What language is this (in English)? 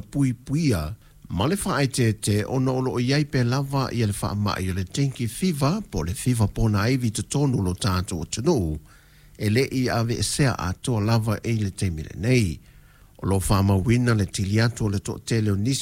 Samoan